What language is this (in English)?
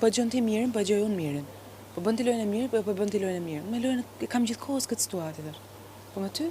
Albanian